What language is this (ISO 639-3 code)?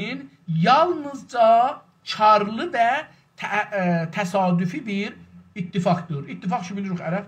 azb